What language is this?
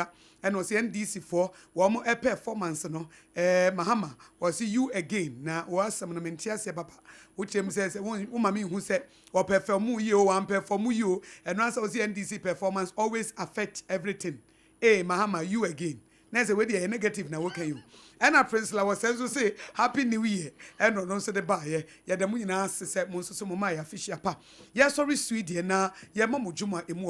Akan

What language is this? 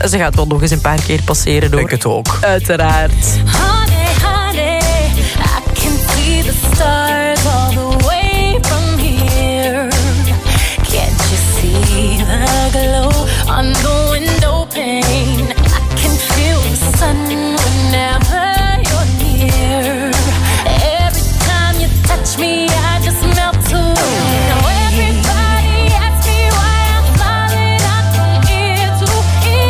Dutch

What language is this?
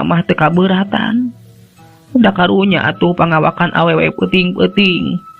Sundanese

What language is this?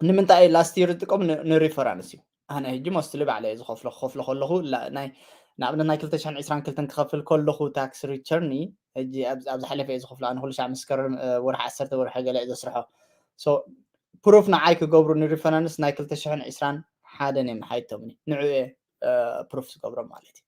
Tigrinya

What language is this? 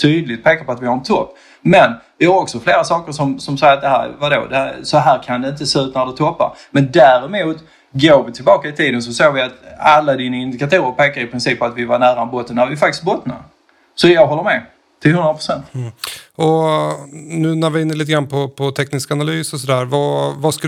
Swedish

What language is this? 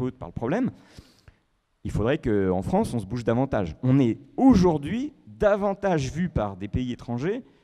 French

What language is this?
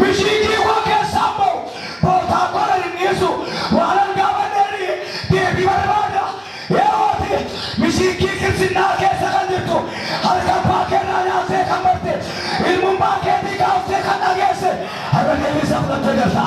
Oromo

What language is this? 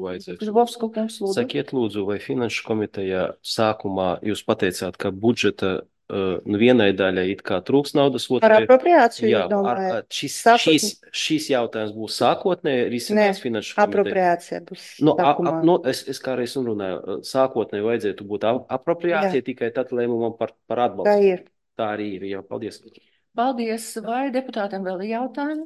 Latvian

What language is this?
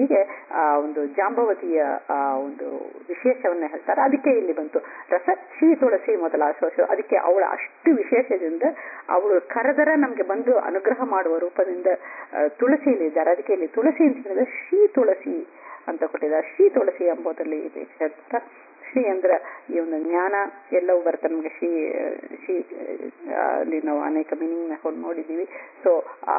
Kannada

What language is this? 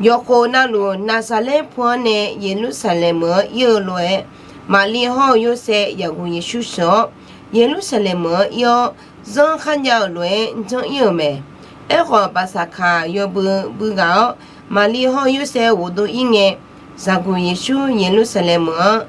Akha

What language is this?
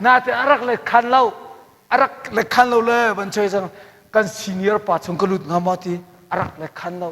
Hakha Chin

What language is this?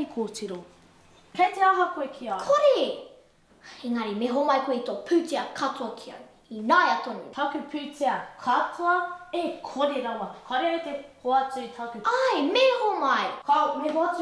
Māori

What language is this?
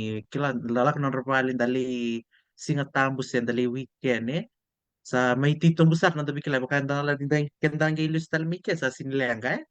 Fijian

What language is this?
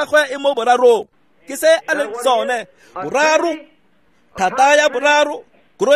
Tswana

